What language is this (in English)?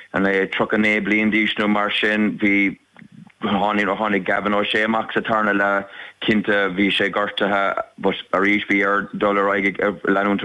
Irish